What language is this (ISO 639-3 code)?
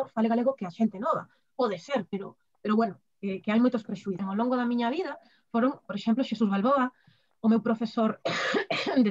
glg